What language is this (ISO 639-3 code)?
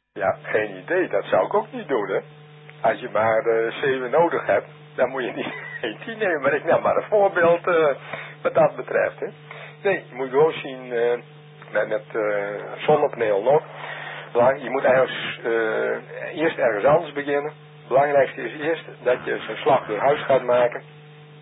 nld